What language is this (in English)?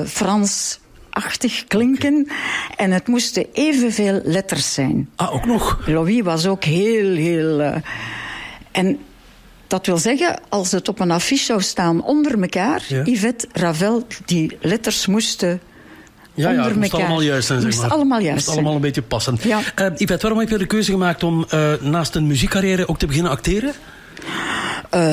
Dutch